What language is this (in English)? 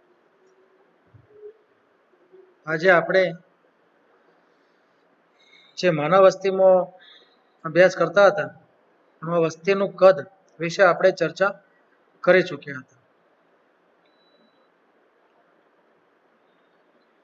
Gujarati